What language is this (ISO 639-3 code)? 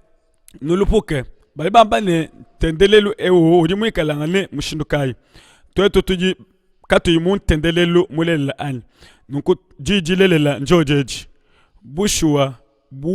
lua